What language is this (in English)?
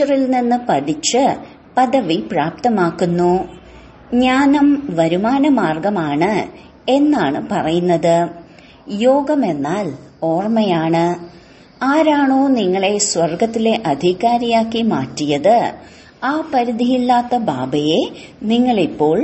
Malayalam